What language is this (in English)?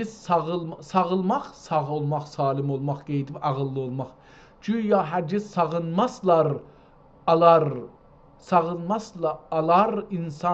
South Azerbaijani